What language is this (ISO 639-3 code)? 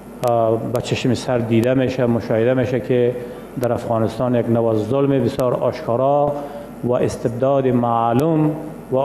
fas